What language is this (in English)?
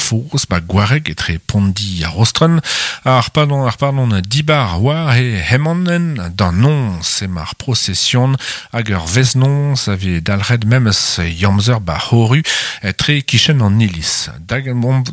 Breton